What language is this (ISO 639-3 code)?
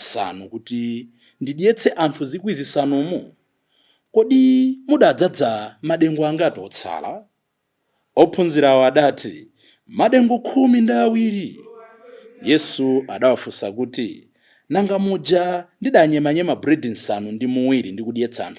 nya